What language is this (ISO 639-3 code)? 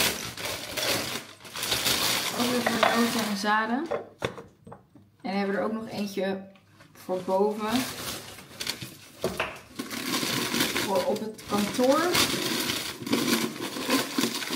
nld